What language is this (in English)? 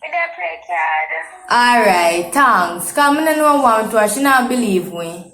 Jamaican Creole English